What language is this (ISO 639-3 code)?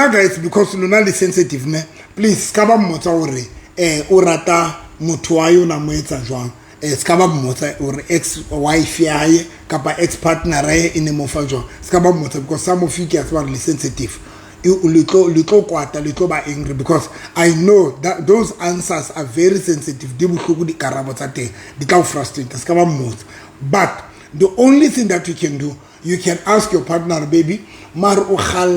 sot